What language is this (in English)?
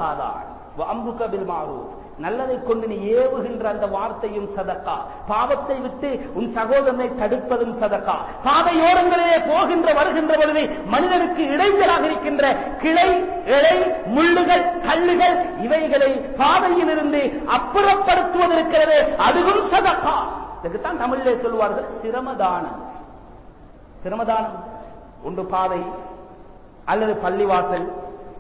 Tamil